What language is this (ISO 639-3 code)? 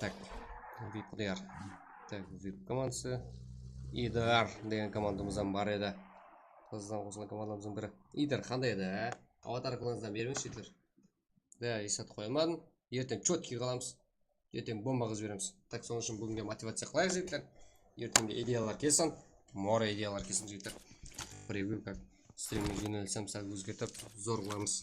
kaa